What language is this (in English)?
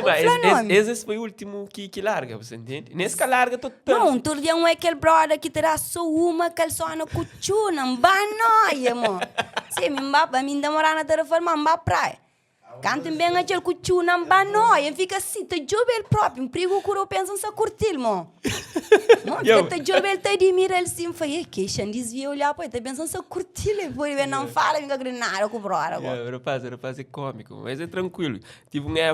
Kabuverdianu